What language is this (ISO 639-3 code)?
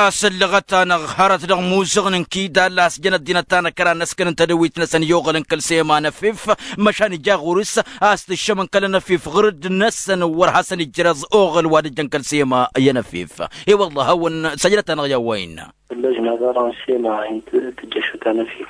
taq